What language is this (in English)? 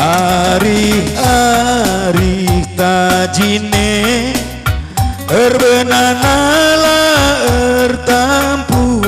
Batak Karo